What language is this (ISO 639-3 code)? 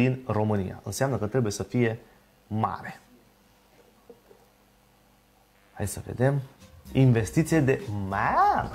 ron